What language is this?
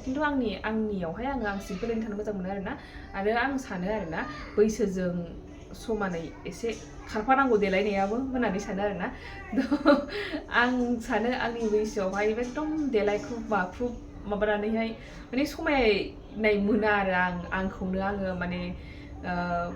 Bodo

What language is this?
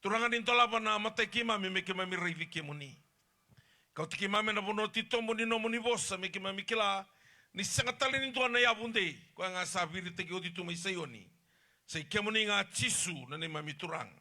Fijian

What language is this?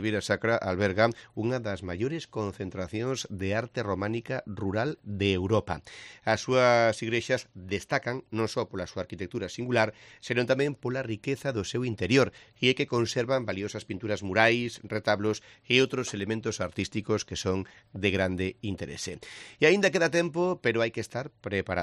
Galician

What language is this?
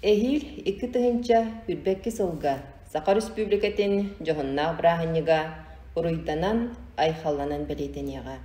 Yakut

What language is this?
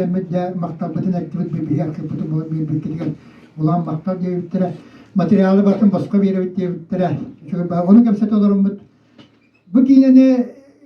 Yakut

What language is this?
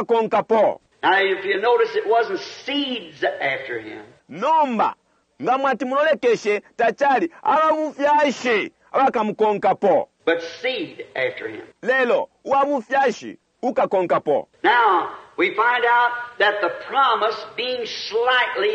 Bemba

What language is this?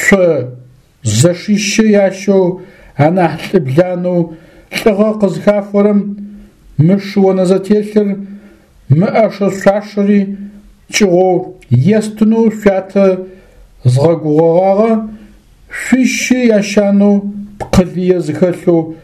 Adyghe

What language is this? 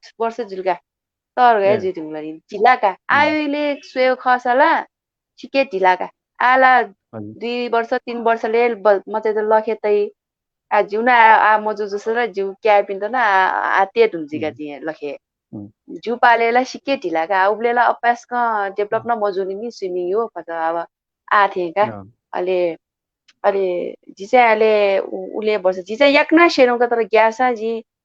Newari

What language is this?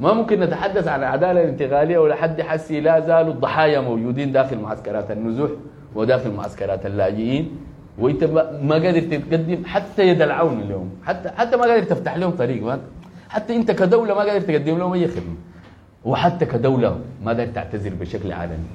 Sudanese Arabic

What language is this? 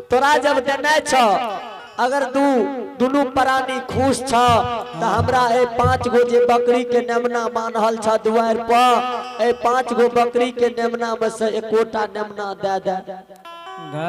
Maithili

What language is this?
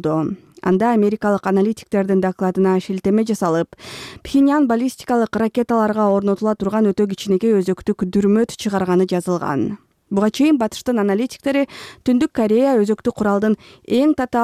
Kyrgyz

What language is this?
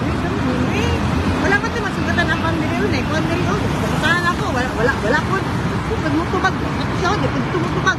Cebuano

